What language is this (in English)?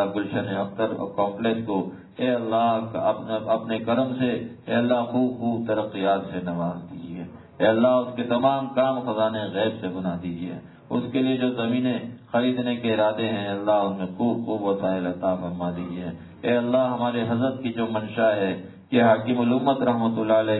Urdu